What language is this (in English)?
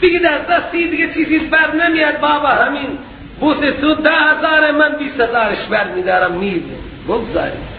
Persian